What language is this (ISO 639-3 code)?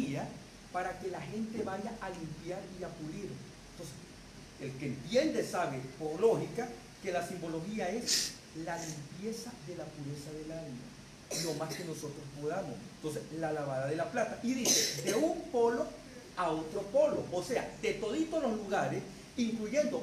spa